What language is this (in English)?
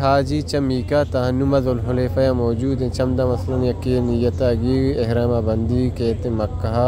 Baluchi